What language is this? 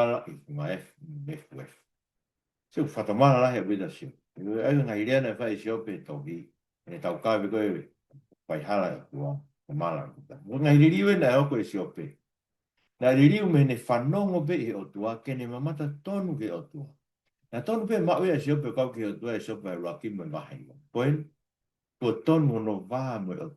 Tongan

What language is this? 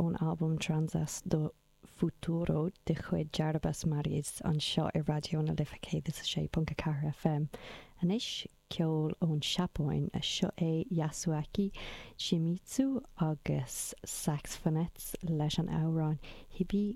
Irish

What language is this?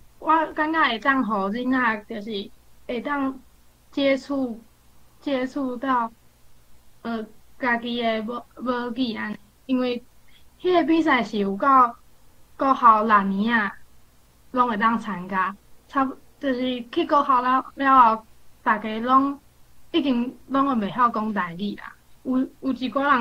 Min Nan Chinese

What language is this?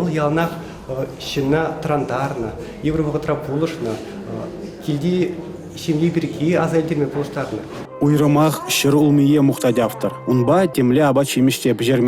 Chuvash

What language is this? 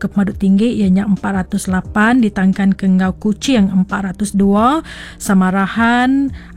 Iban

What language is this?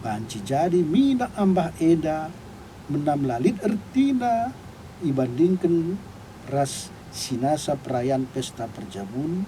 Batak Karo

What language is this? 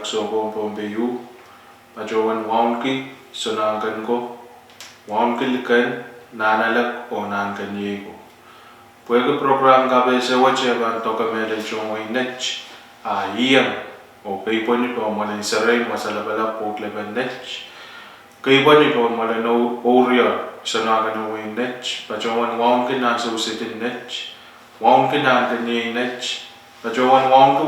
Pohnpeian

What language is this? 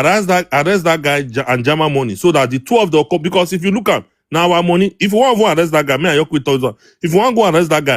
Nigerian Pidgin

